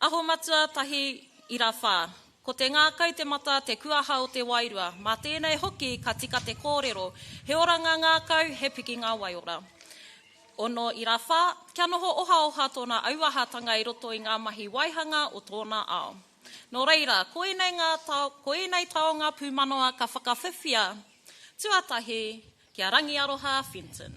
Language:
Māori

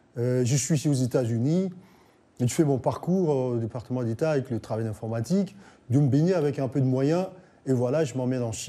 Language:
French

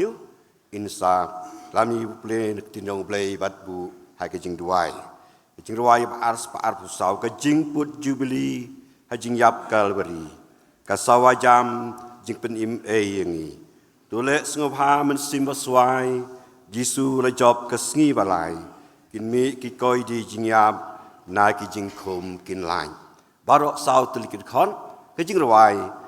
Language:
Khasi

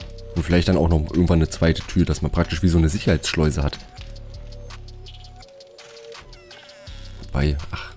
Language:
German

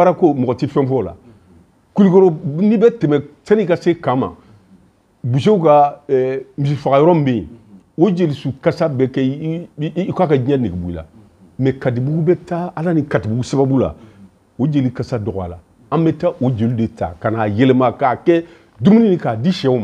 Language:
Bambara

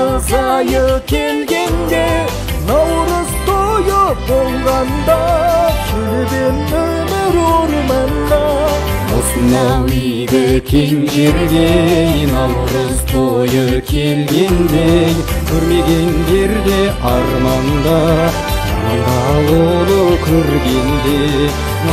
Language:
Kazakh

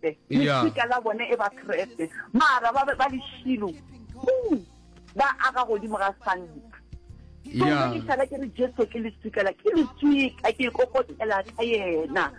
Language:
Northern Sotho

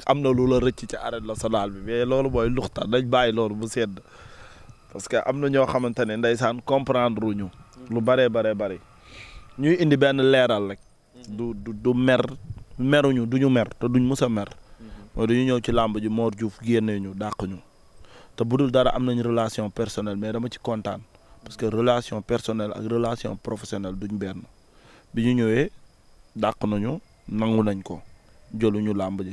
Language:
Wolof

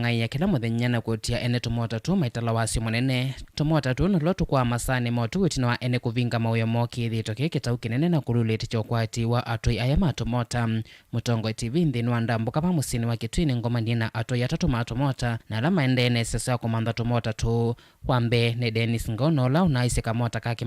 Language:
Kamba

